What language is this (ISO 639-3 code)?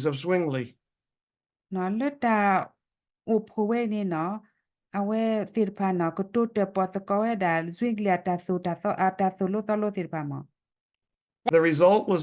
ksw